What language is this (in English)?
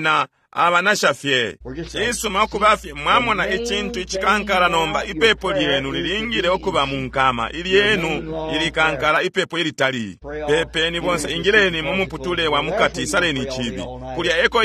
Bemba